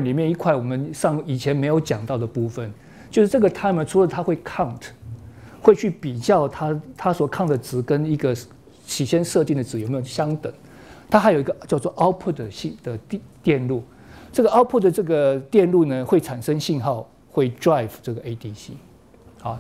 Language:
Chinese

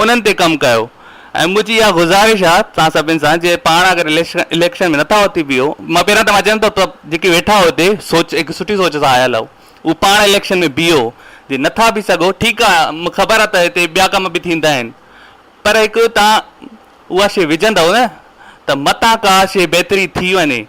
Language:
Sindhi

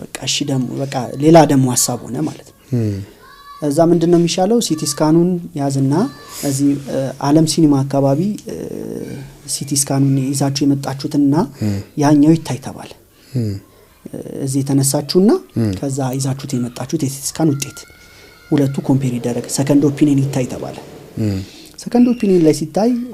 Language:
Amharic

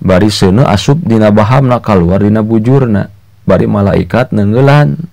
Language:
Sundanese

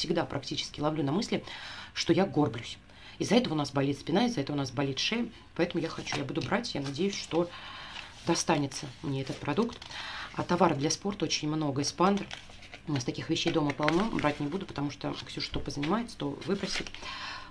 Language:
Russian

